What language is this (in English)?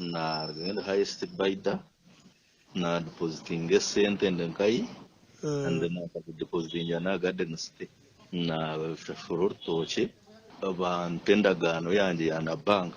Nyankole